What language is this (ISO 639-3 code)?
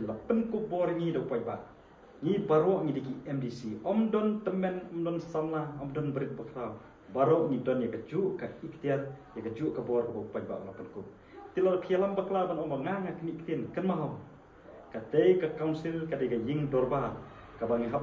kha